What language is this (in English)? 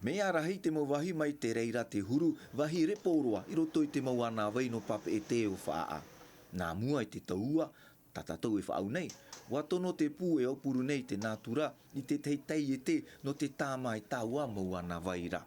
Tahitian